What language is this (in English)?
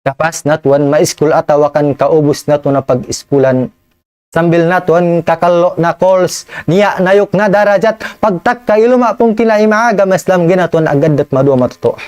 Tausug